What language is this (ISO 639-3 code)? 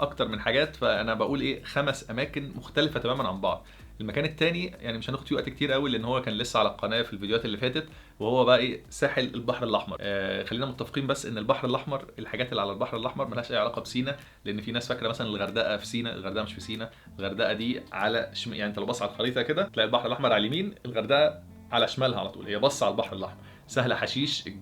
arz